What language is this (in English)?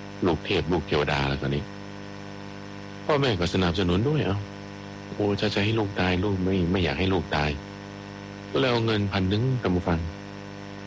Thai